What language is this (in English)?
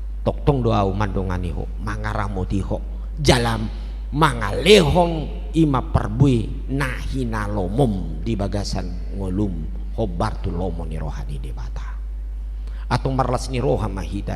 Batak Toba